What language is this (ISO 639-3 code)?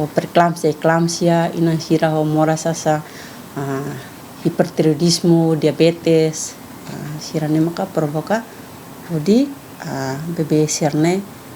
tet